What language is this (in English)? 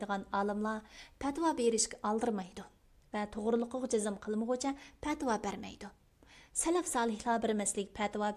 Uyghur